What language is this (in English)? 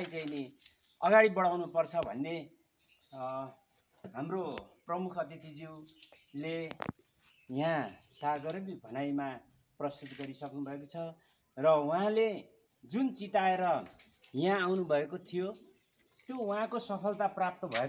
Nepali